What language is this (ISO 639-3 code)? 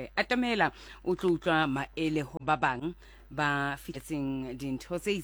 sot